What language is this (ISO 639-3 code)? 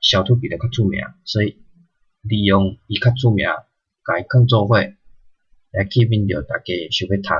nan